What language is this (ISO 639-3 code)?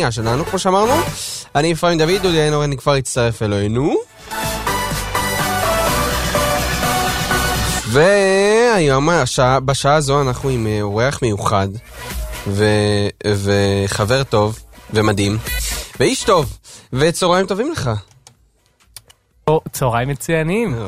heb